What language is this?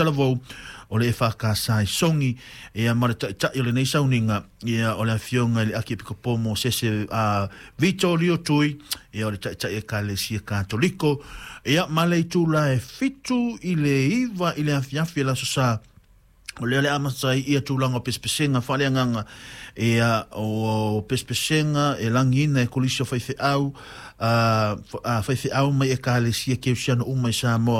Samoan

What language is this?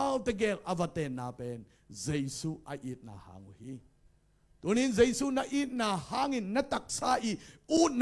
Tedim Chin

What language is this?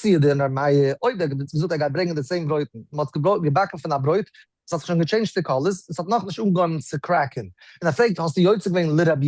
Yiddish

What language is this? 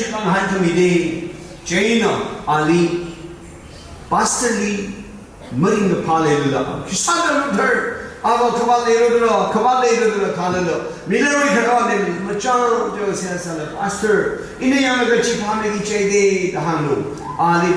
Tangkhul Naga (India)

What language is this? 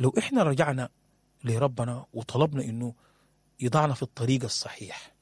Sudanese Arabic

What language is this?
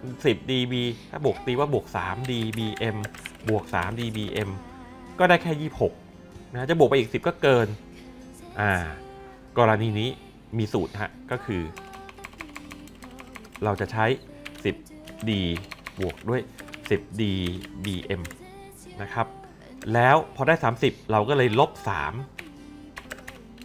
Thai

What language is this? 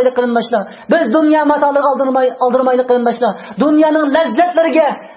Uyghur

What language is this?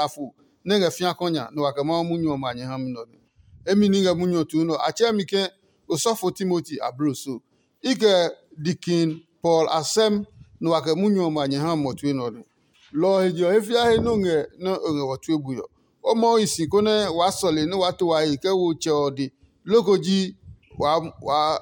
Adangme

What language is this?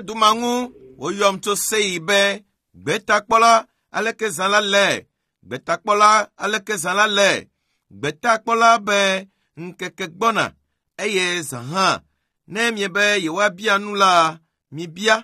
Ewe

